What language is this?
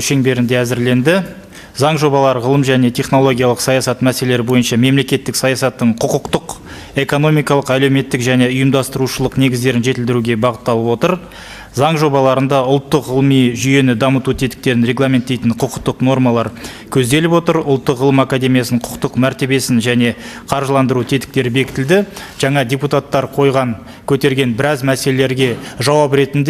Kazakh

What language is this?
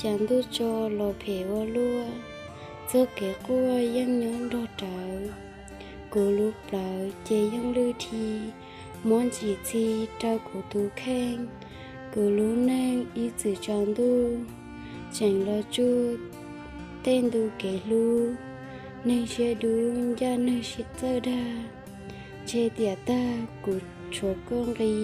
Hmong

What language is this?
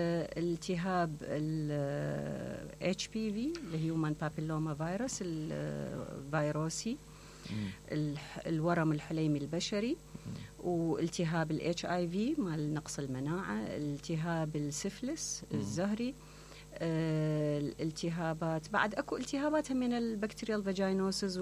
Mesopotamian Arabic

